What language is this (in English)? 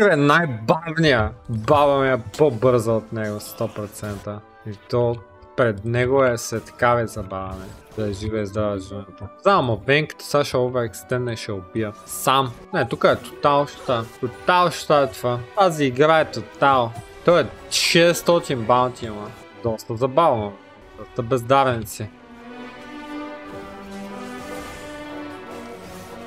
Bulgarian